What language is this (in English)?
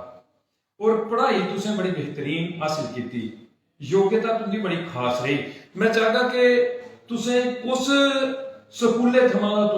Dogri